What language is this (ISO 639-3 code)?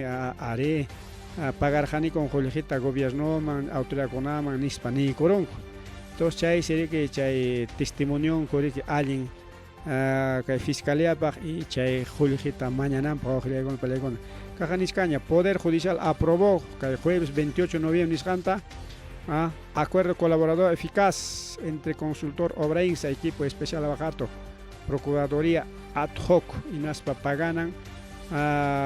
quy